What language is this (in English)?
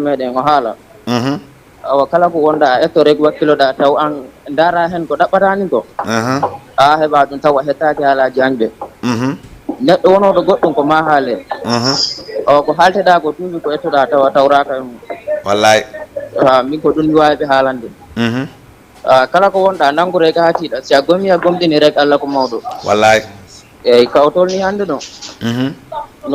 Fula